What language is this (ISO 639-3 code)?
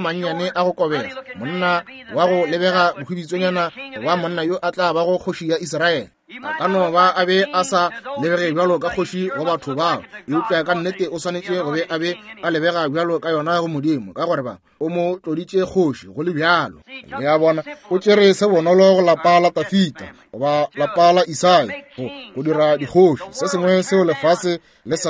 nso